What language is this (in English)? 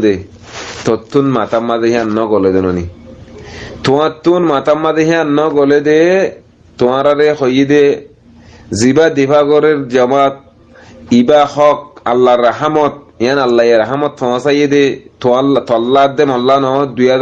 Rohingya